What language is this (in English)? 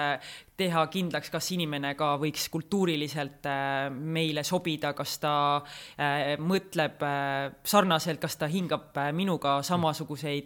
Estonian